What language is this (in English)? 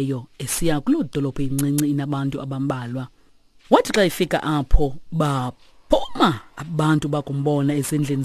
Xhosa